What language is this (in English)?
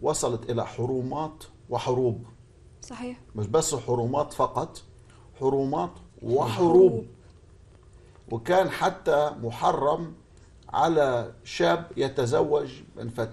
North Levantine Arabic